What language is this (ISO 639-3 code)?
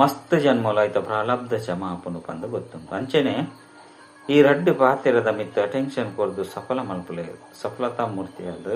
tcy